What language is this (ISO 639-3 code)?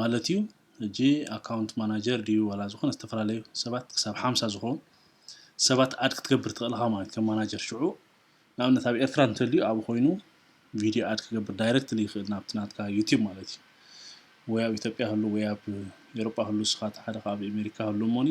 tir